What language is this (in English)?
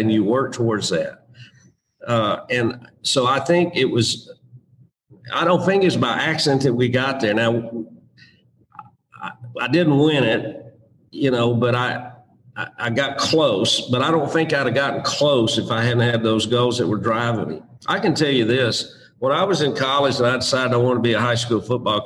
English